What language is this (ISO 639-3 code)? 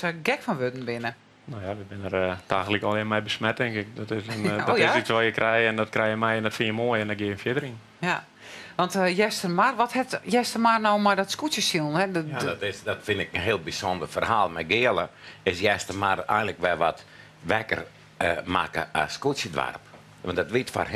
fry